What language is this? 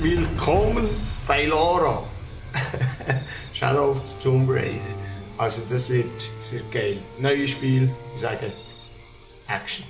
Swiss German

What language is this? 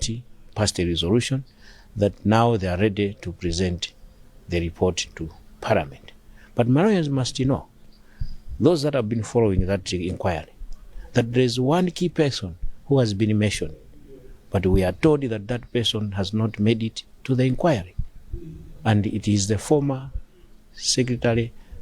English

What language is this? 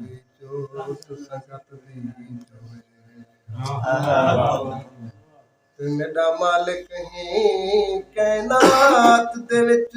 Saraiki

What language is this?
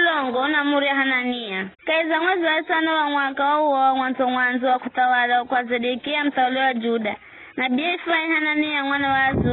Giryama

